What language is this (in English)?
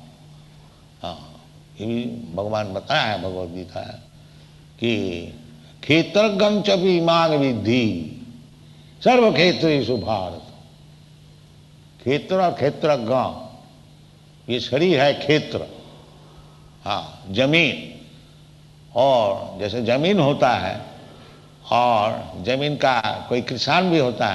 Hindi